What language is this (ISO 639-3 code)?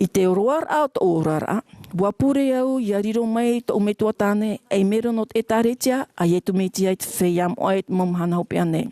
tah